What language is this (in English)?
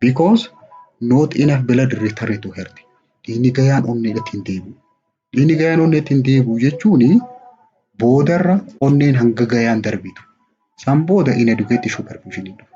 Oromo